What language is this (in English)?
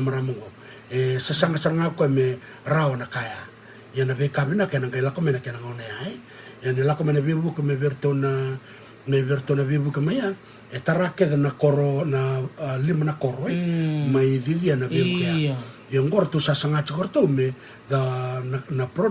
Fijian